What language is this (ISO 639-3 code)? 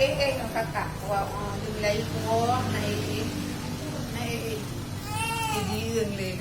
ace